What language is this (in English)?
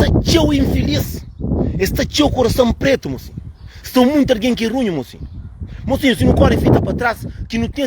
Kabuverdianu